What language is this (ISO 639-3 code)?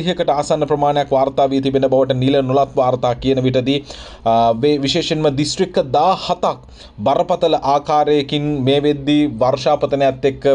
sin